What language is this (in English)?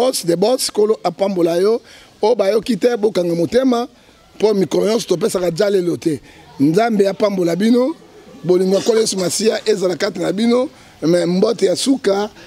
Lingala